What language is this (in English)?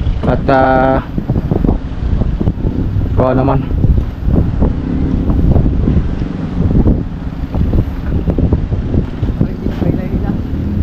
Filipino